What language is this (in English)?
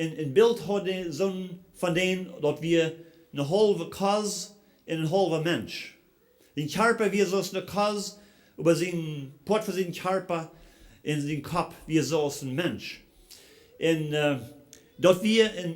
Plautdietsch